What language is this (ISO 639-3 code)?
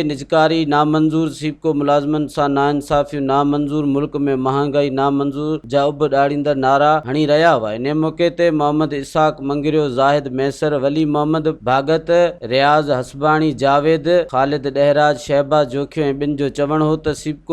snd